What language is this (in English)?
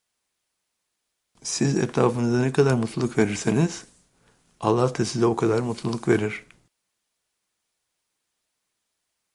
Turkish